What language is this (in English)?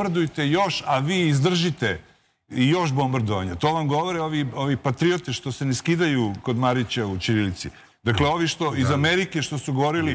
Serbian